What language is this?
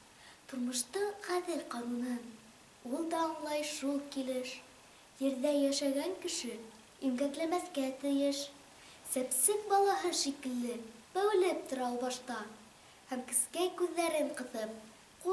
Bashkir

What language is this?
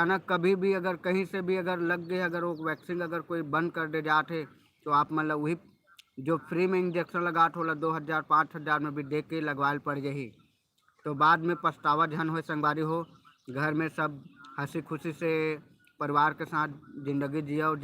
Chhattisgarhi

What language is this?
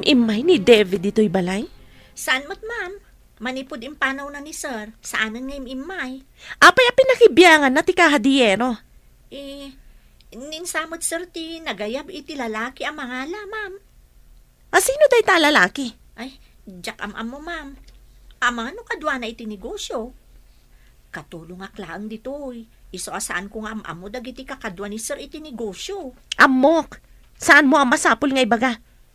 Iloko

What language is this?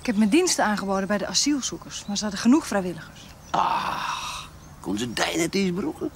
Western Frisian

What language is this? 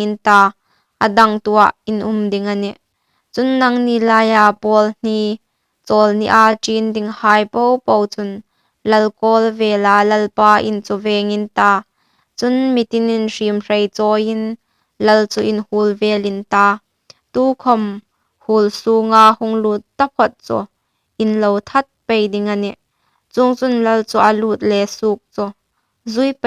Hmar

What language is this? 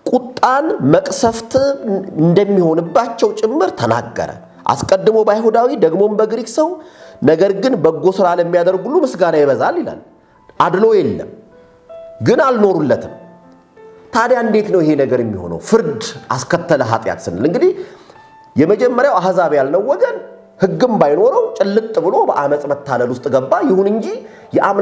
Amharic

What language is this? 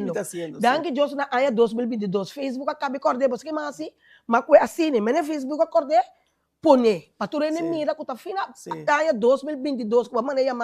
Papiamento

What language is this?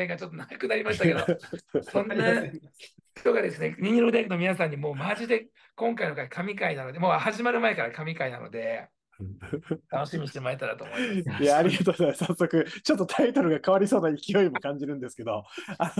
Japanese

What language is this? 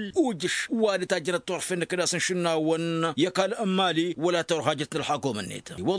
Tamasheq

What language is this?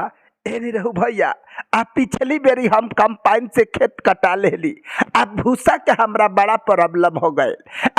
Bhojpuri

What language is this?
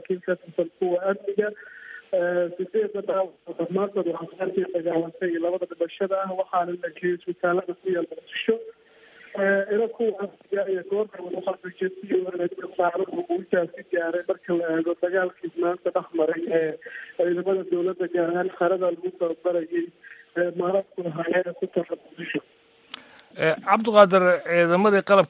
Somali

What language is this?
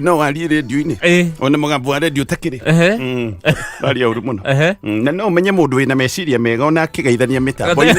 Kikuyu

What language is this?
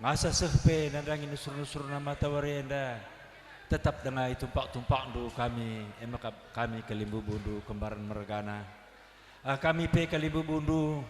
Batak Karo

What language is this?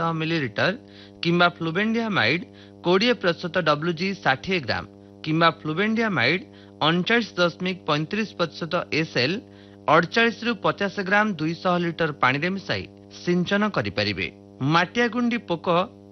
Odia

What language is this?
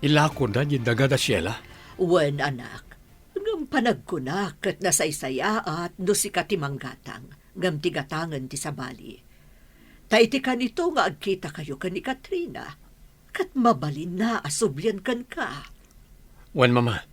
Iloko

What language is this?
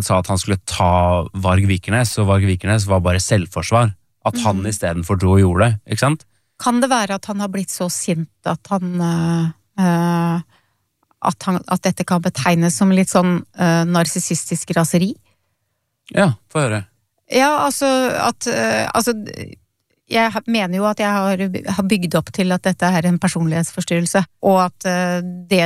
Norwegian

